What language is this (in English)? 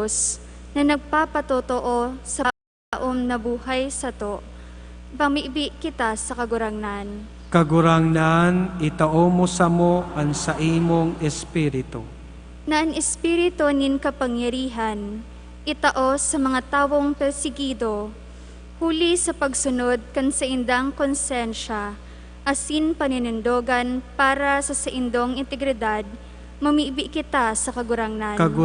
Bikol